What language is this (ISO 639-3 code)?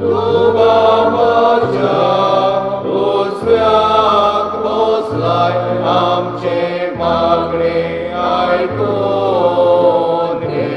kok